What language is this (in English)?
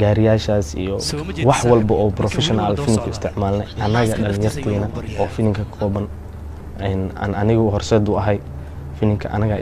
Somali